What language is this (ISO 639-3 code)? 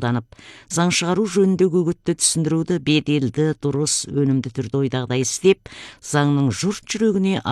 kaz